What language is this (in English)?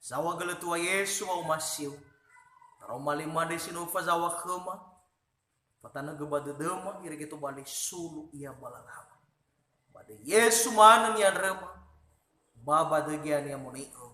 Nias